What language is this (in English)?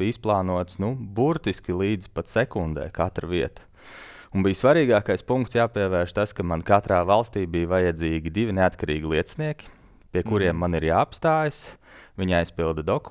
Latvian